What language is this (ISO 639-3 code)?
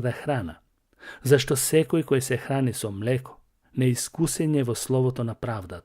mkd